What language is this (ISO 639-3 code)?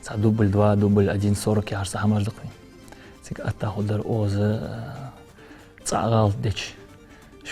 inh